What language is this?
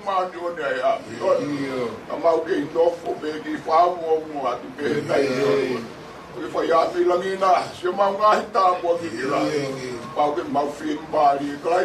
Tongan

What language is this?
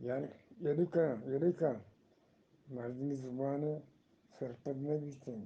Eastern Balochi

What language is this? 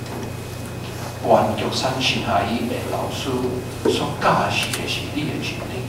Min Nan Chinese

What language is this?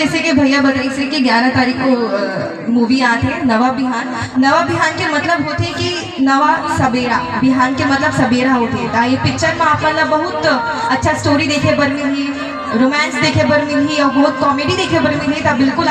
Chhattisgarhi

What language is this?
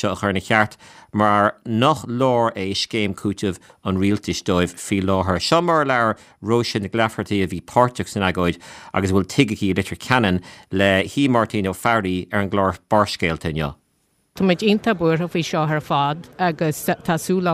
Irish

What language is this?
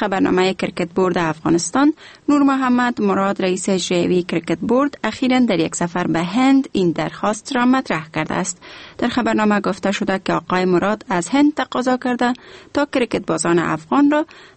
Persian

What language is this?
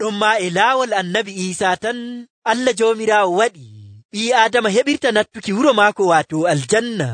Nigerian Fulfulde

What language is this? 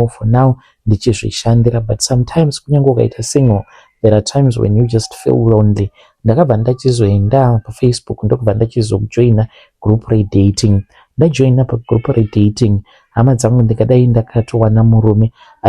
Shona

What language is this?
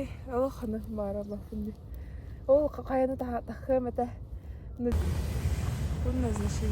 Yakut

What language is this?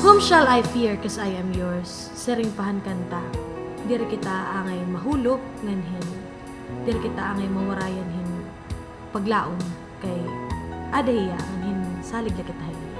Waray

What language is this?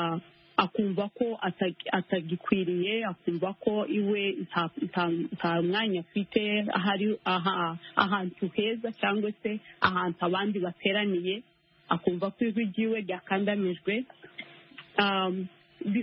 Kinyarwanda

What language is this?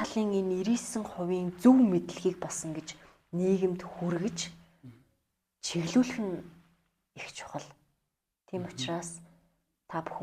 Mongolian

